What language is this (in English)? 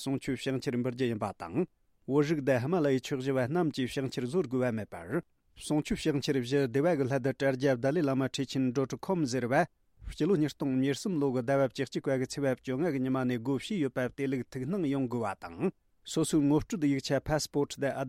Tibetan